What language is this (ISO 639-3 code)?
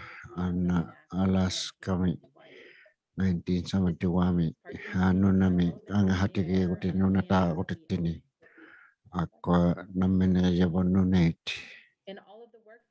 iku